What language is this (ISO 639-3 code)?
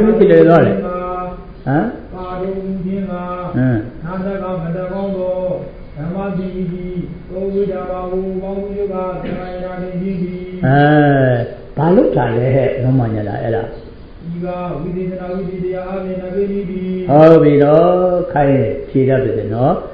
mya